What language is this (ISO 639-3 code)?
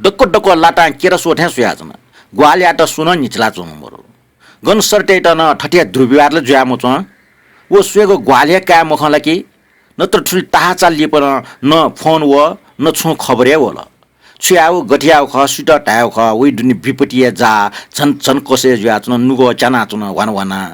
new